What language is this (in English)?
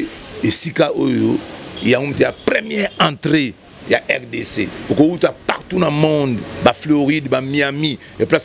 Lingala